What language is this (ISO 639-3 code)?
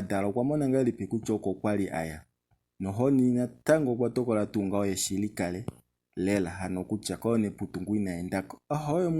kua